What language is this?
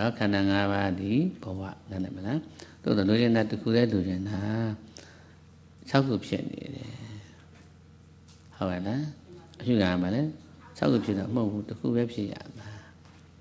Burmese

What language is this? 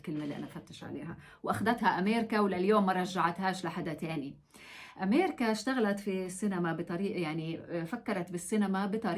North Levantine Arabic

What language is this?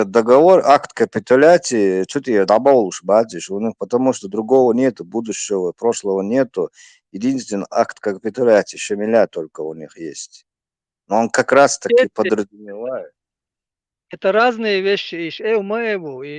Chechen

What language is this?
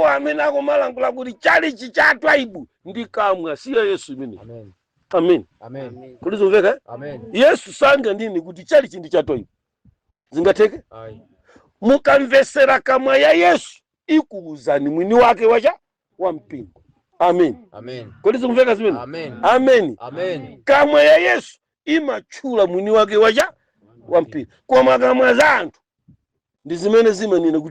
Nyanja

